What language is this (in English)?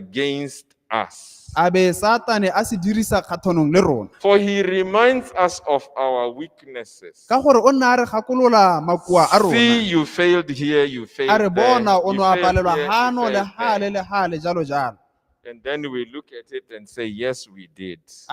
Tswana